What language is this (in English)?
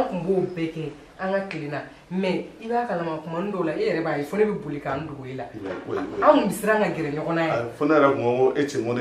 Bambara